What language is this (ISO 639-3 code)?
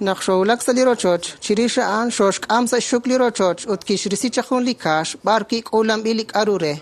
kek